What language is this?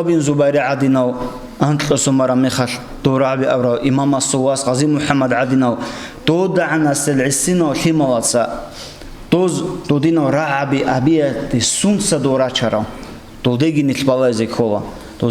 Avaric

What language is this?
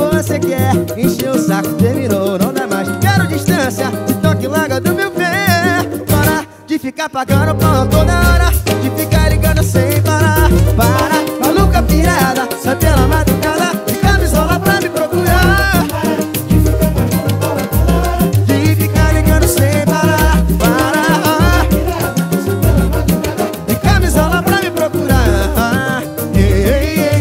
Portuguese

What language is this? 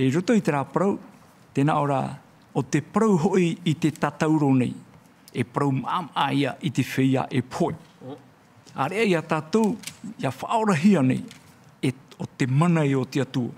Tahitian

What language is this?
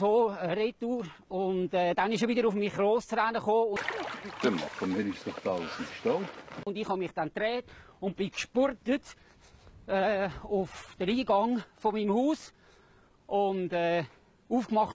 Swiss German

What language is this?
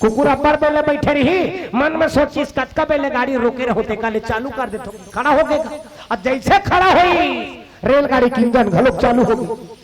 Chhattisgarhi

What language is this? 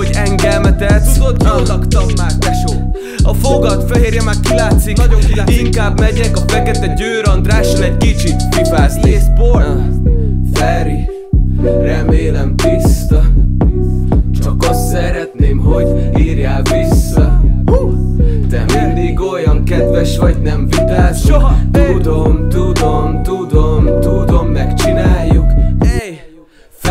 Hungarian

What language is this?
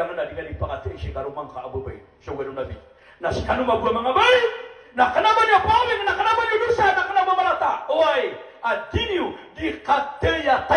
Maranao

